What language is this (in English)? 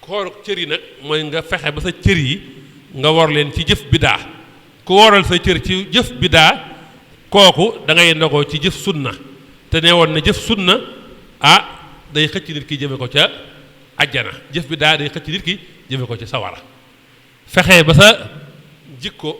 Wolof